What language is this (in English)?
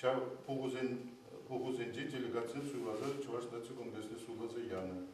Chuvash